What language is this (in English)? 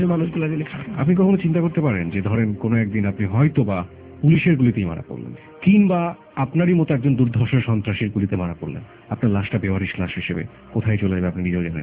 Bangla